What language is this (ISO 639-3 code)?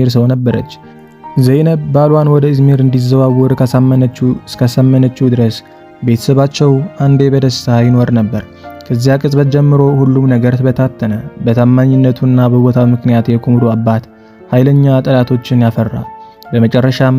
amh